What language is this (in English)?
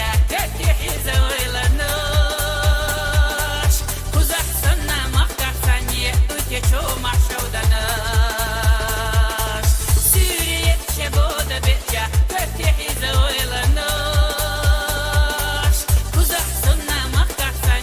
Chechen